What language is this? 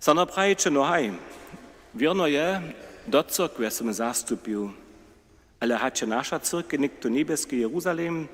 Upper Sorbian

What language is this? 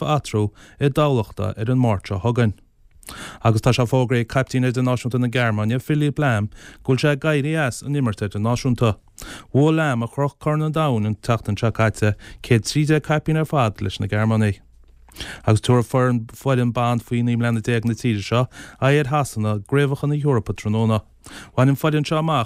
Irish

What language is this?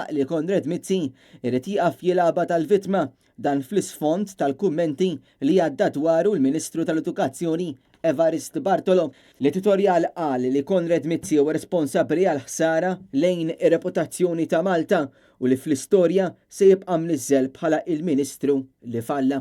Maltese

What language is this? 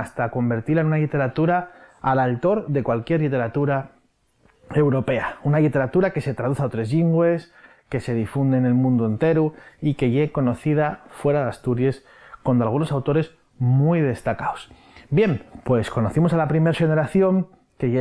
Asturian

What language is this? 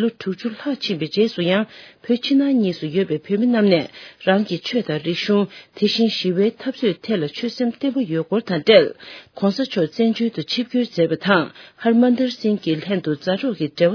Tibetan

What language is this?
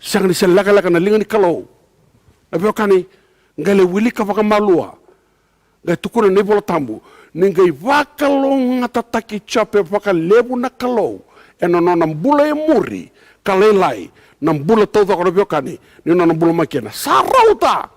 Fijian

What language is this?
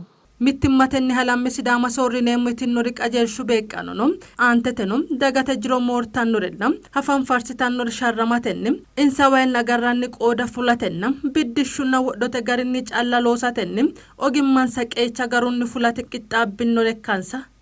Sidamo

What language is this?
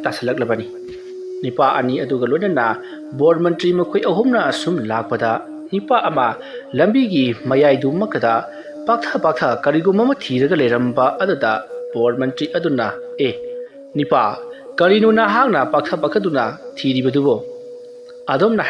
Manipuri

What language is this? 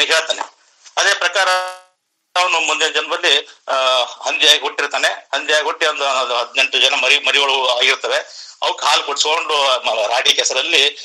Kannada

